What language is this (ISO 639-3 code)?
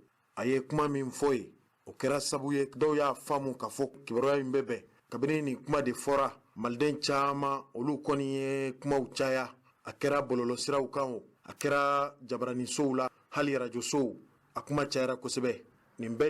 bam